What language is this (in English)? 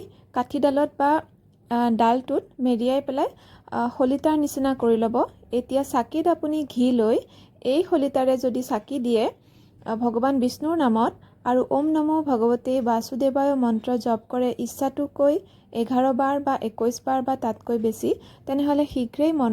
Assamese